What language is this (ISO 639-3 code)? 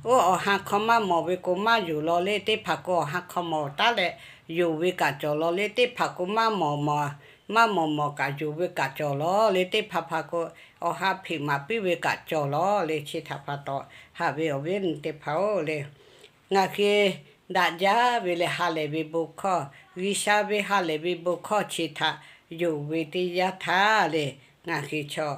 lhu